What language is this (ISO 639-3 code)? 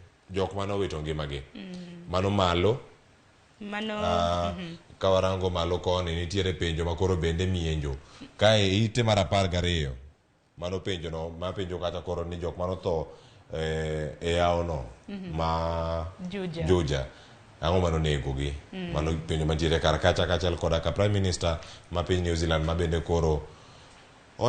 luo